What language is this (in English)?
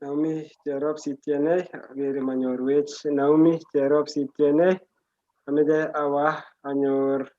Kalenjin